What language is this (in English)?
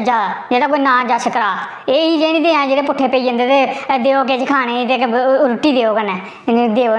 Dogri